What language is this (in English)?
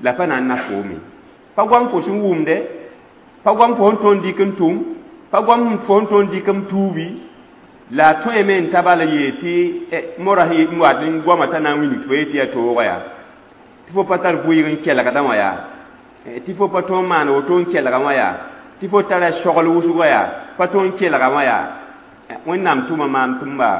Mossi